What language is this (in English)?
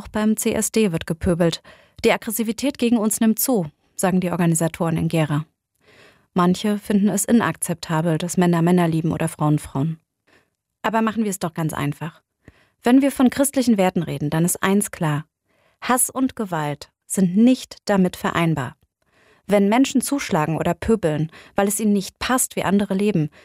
German